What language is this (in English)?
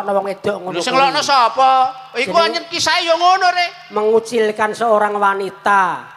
Javanese